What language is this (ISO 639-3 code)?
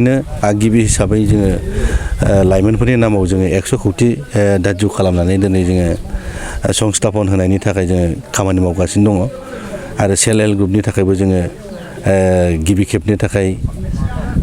brx